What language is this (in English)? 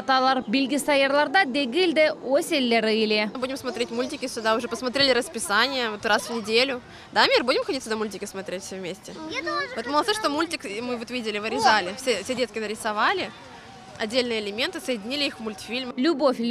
Crimean Tatar